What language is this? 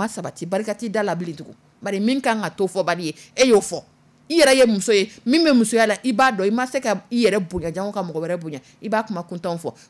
Dyula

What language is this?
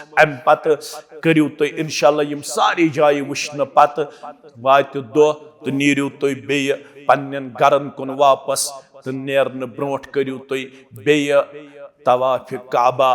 Kashmiri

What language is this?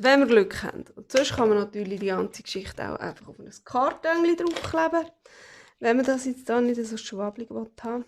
Swiss German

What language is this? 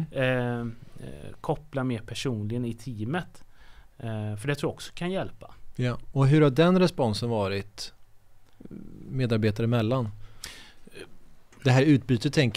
Swedish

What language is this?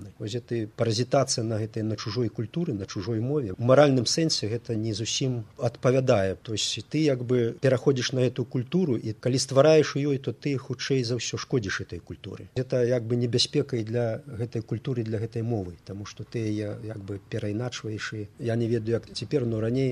Belarusian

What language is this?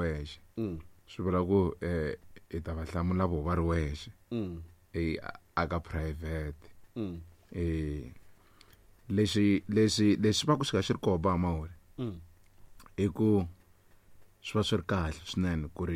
Tsonga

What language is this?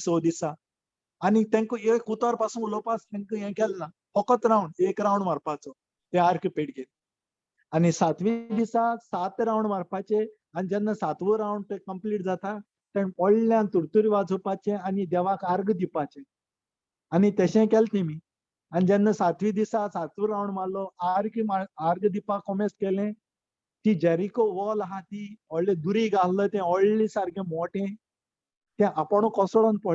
Konkani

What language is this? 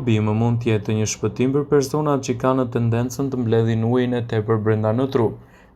Albanian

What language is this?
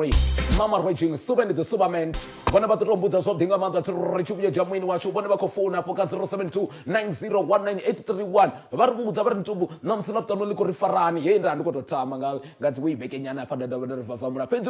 Venda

